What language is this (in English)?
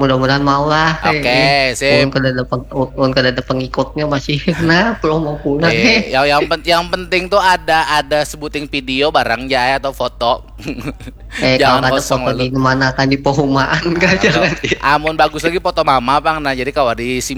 Banjar